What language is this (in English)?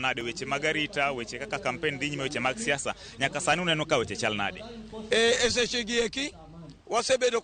Luo (Kenya and Tanzania)